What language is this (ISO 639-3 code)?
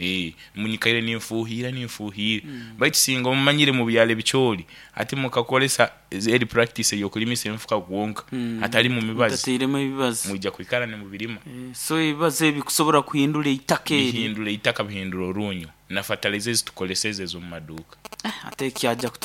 nyo